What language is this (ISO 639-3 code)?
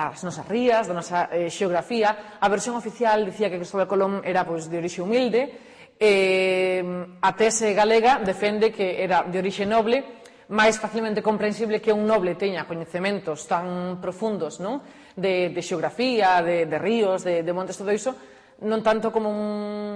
glg